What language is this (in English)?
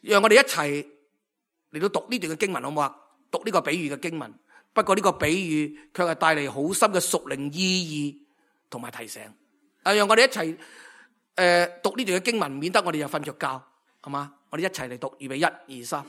Cantonese